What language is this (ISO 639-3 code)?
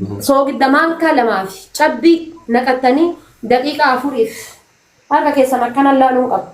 orm